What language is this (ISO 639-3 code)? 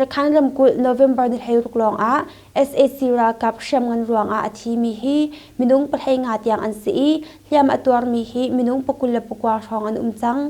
cnh